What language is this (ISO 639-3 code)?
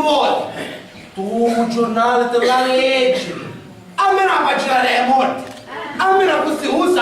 scn